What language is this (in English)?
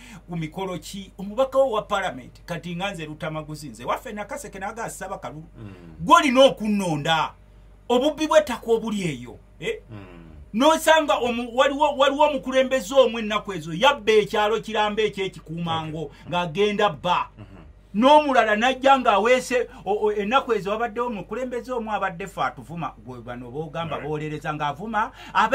Ganda